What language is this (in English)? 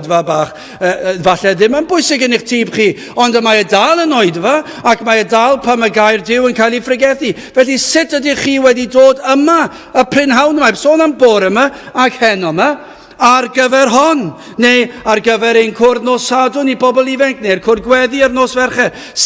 Welsh